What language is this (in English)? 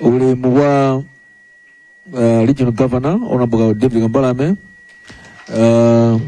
Nyanja